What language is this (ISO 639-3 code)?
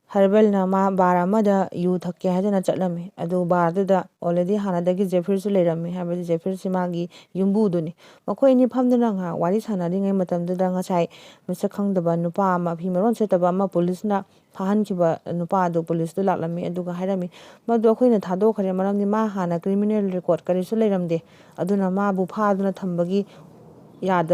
mni